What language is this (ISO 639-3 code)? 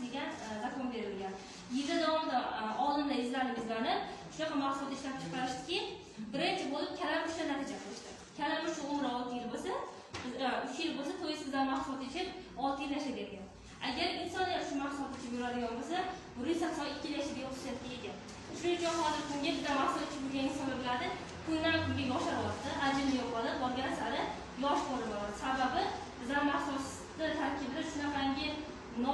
uzb